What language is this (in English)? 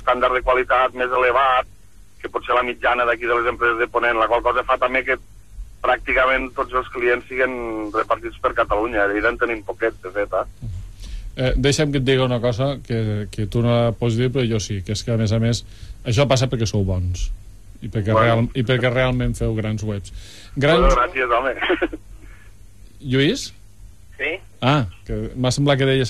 Catalan